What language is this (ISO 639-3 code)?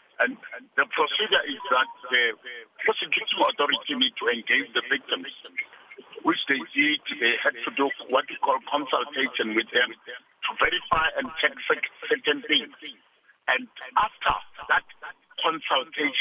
eng